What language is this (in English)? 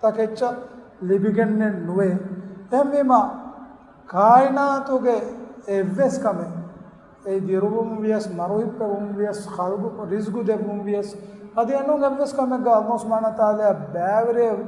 Divehi